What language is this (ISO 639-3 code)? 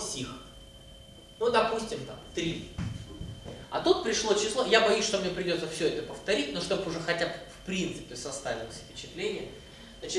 rus